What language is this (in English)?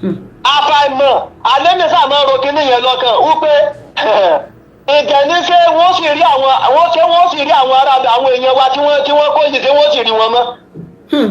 Yoruba